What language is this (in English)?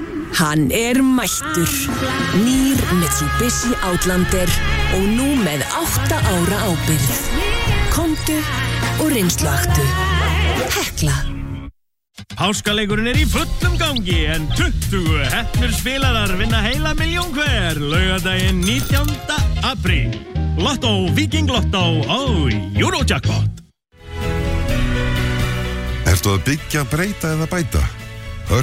Icelandic